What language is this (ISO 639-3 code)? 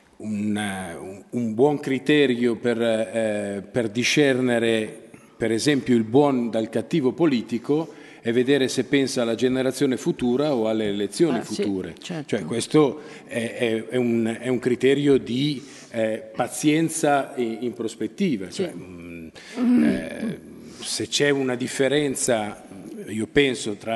ita